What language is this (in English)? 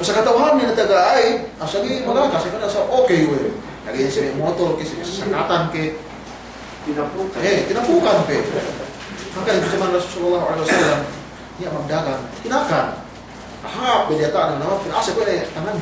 Yakan